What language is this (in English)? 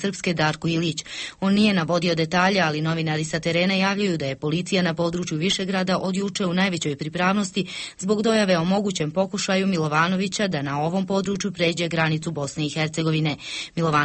Bosnian